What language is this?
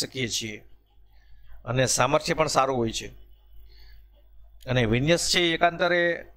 Gujarati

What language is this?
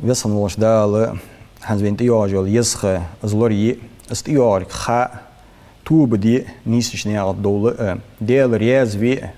Ingush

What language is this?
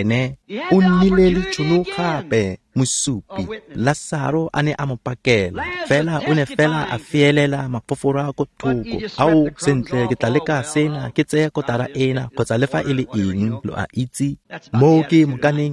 Tswana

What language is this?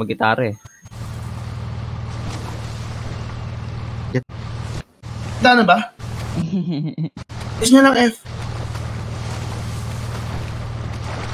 Filipino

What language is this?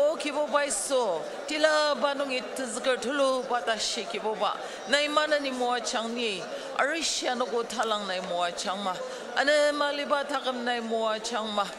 Ao Naga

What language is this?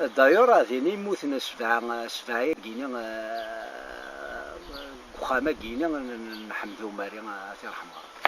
Kabyle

